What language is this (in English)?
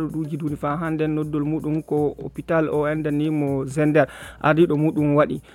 Fula